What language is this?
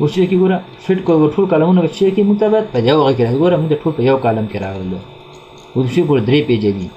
Pashto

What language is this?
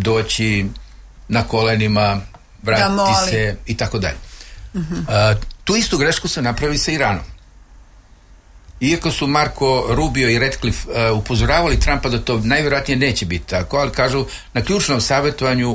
Croatian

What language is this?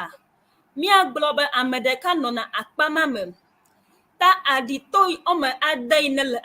Ewe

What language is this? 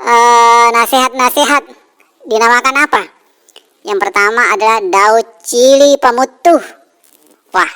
Buginese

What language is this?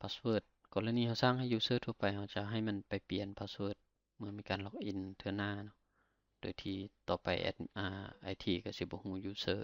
Lao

